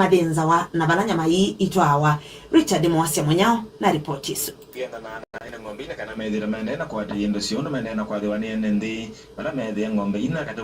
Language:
Kamba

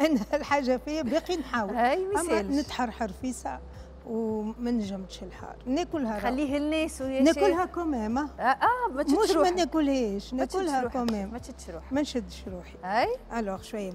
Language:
Tunisian Arabic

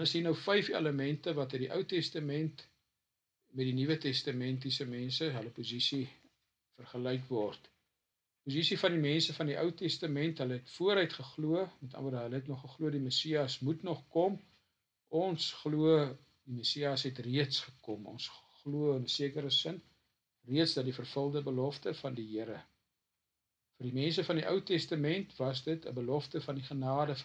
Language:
Afrikaans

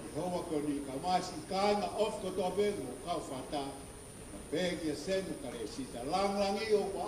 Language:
Tongan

